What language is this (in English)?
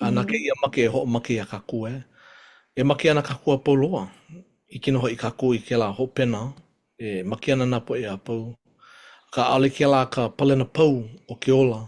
Hawaiian